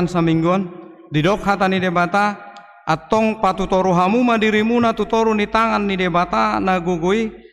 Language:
Batak Toba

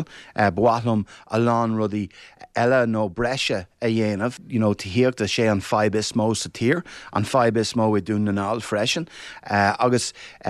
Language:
Irish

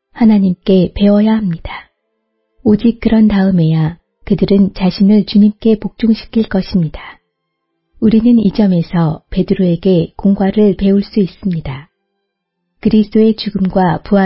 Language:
Korean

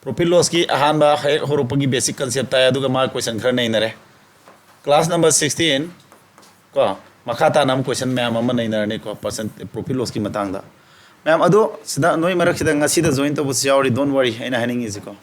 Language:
Manipuri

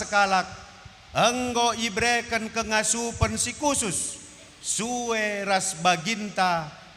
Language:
Batak Karo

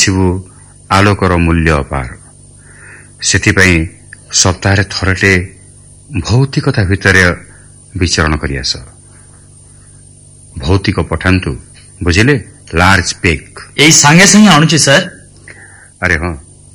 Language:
Odia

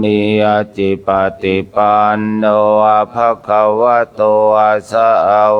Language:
Pali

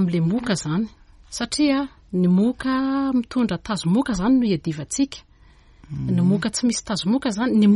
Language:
Malagasy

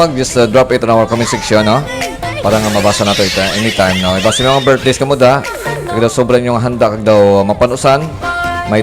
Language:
Hiligaynon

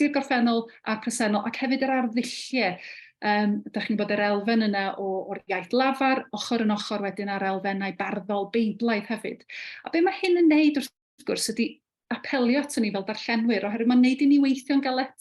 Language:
Welsh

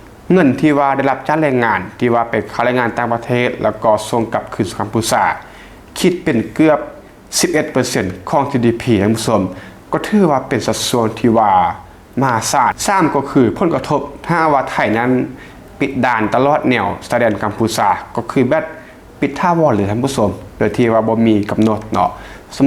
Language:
Lao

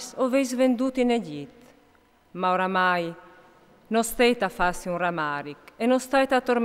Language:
Friulian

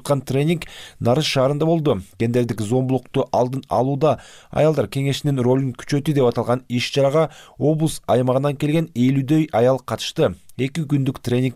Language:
Kyrgyz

